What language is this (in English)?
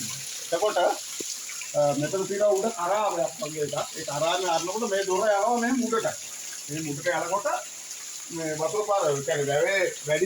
Sinhala